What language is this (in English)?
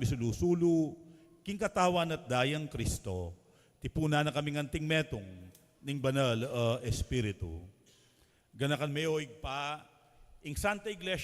Pampanga